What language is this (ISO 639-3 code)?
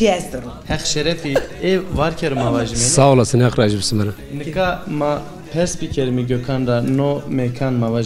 zza